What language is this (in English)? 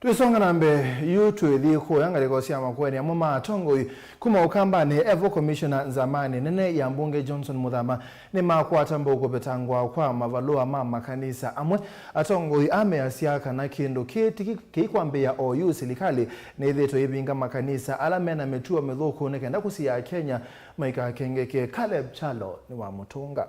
Kamba